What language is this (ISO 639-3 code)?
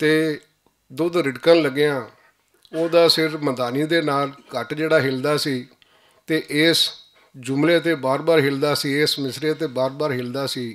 lah